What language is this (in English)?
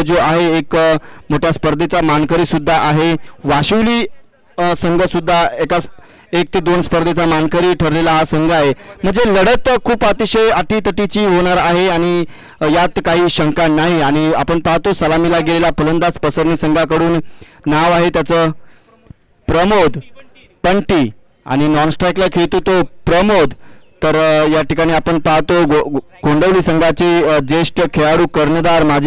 Marathi